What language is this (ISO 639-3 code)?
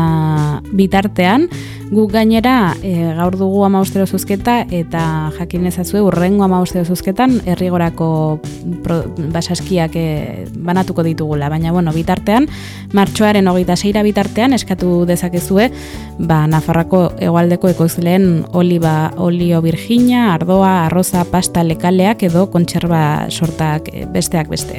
eus